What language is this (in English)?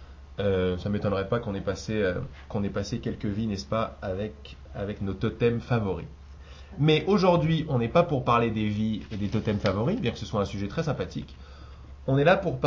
French